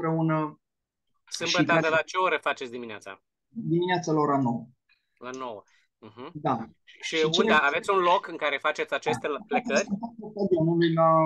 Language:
Romanian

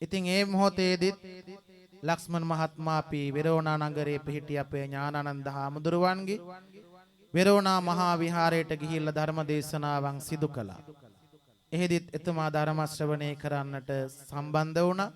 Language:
Sinhala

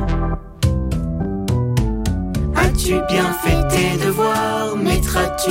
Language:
French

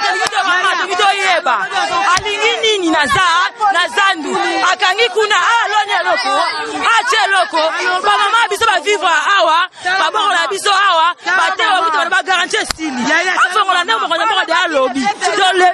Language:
Lingala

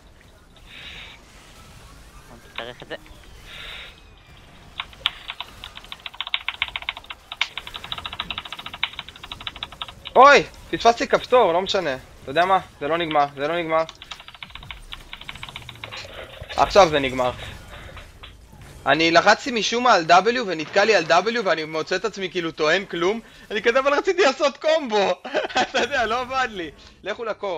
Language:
Hebrew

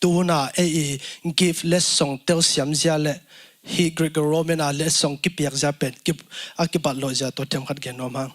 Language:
Tedim Chin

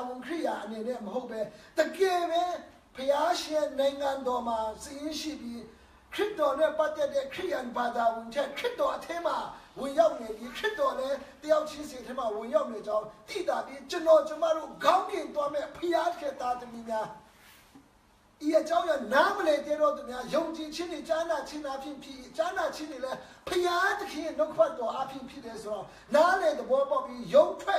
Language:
Burmese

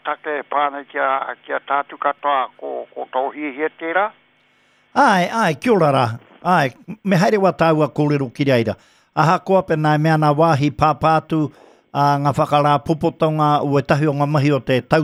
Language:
Māori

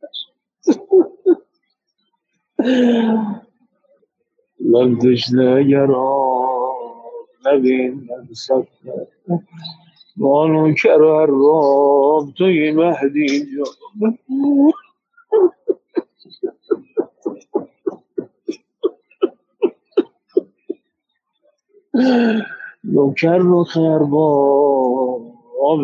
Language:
Persian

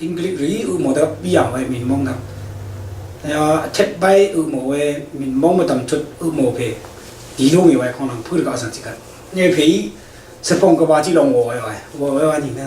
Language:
Rawang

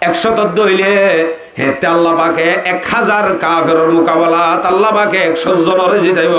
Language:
Rohingya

